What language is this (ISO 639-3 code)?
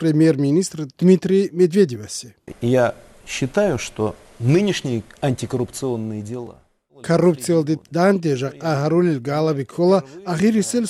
ava